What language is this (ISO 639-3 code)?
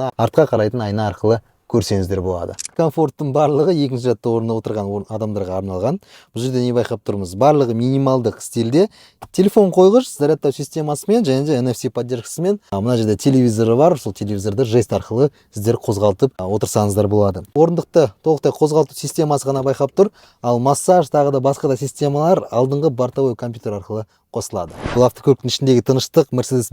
kaz